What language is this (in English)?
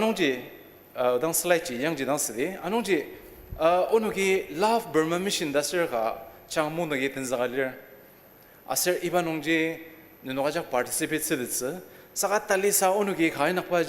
Ao Naga